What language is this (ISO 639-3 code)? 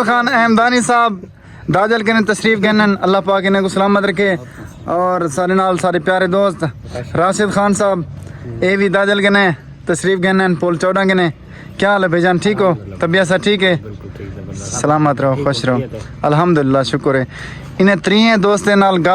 skr